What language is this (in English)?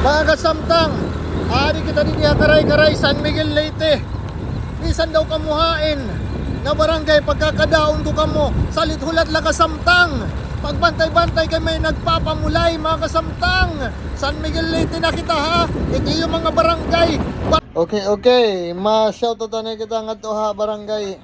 Waray